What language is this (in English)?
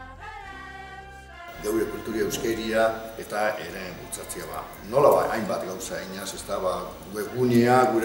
Basque